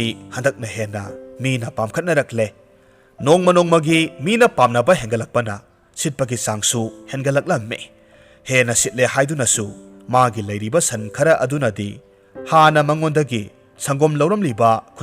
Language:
Manipuri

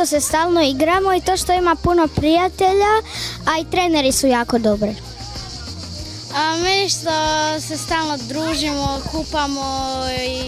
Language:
Croatian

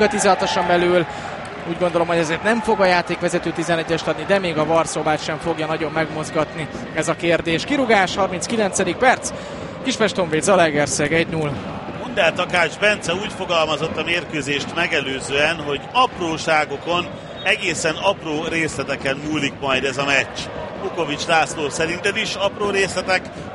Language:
Hungarian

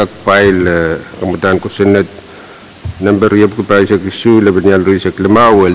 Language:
Pohnpeian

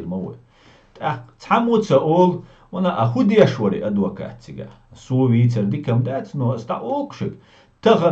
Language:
Chechen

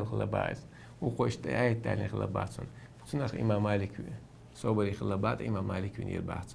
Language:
Chechen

